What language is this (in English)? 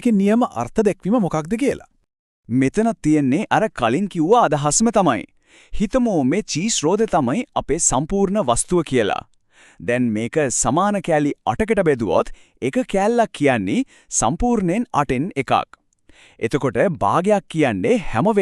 Sinhala